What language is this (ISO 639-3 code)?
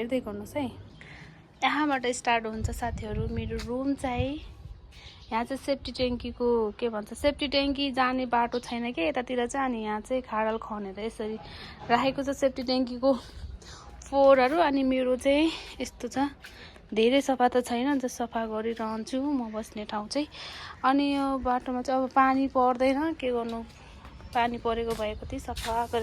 nep